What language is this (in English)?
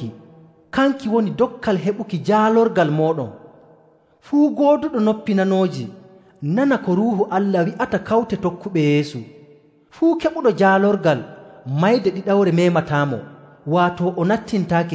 Nigerian Fulfulde